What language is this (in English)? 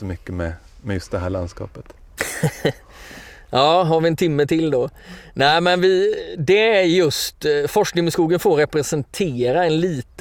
Swedish